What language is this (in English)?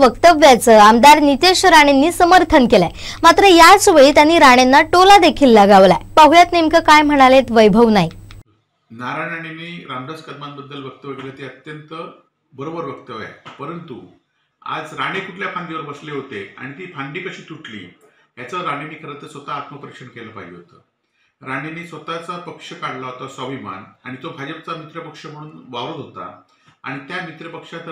Marathi